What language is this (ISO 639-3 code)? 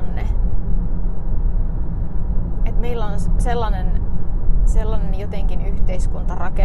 fin